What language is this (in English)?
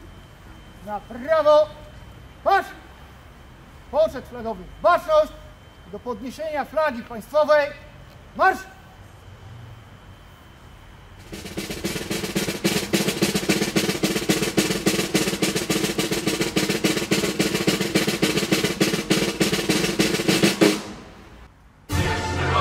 Polish